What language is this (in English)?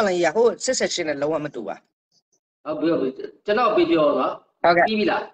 Burmese